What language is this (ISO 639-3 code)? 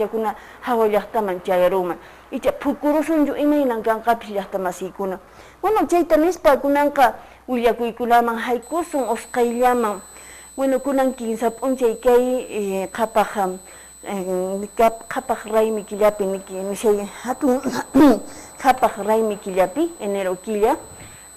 que